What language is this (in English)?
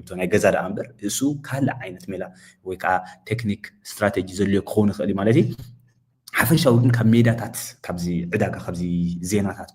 Tigrinya